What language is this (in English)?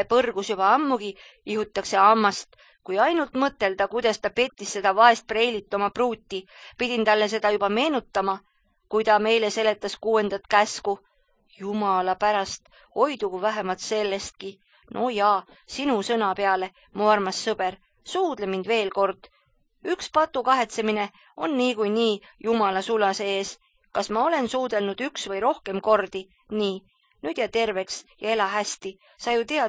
Estonian